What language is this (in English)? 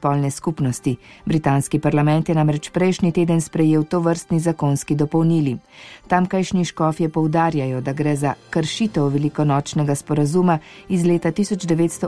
Slovenian